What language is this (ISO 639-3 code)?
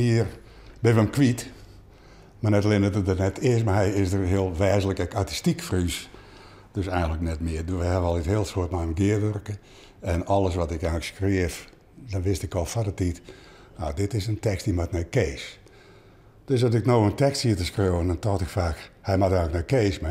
fry